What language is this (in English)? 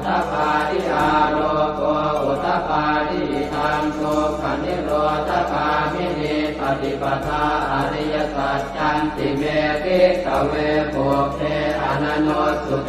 Pali